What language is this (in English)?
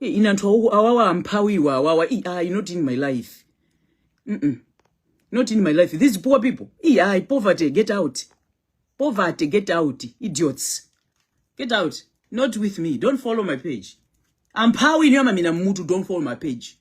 Nyanja